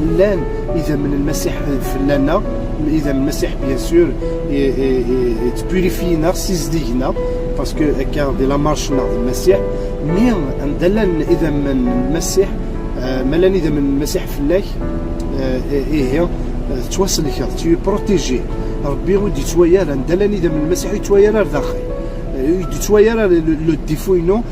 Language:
Kabyle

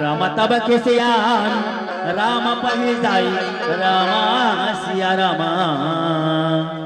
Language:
Chhattisgarhi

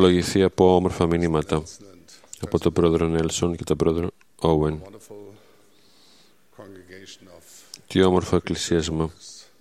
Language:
Greek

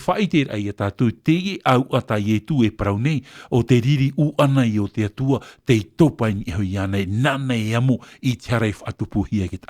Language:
Tahitian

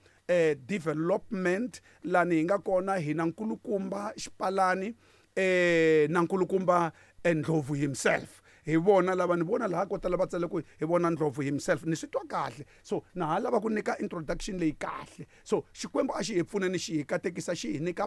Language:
Tsonga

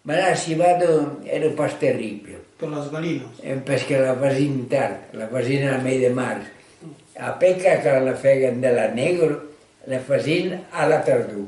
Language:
Occitan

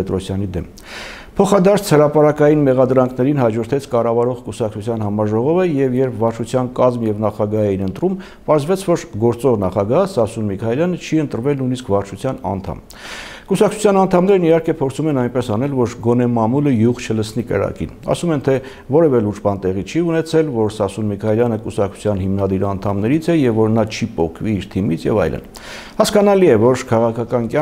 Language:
Armenian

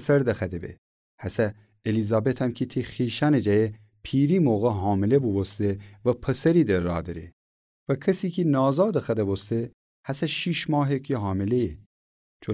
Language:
Gilaki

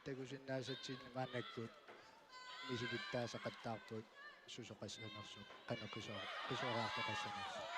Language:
Kalaallisut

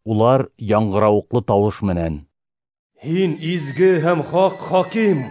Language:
Bashkir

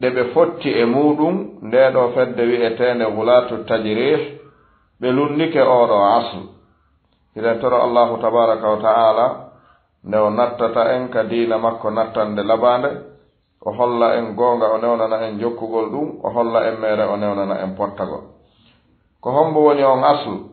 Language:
Fula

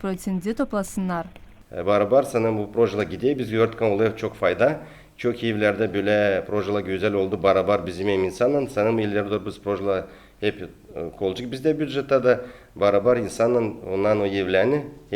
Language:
Gagauz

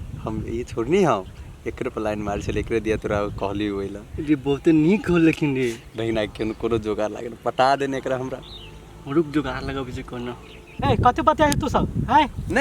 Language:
Maithili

